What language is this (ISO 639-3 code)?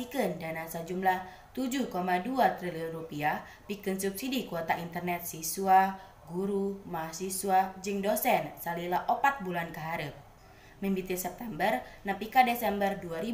sun